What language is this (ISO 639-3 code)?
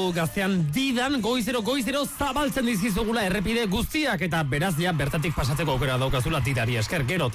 eus